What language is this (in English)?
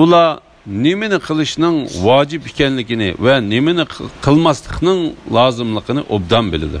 Uyghur